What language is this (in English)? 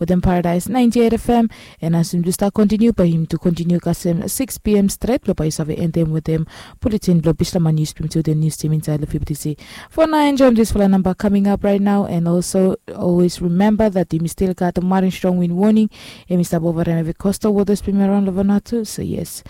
Bislama